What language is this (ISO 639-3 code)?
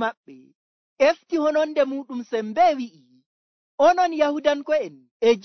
fuv